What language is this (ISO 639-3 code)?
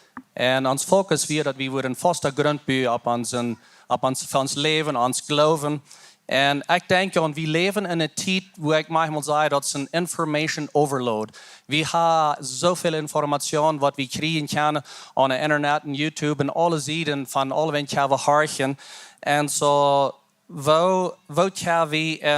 pdt